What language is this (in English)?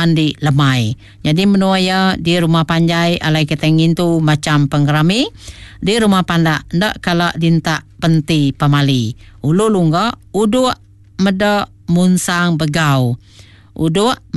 Iban